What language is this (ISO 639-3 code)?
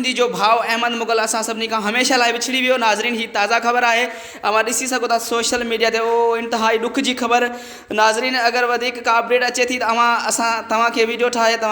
snd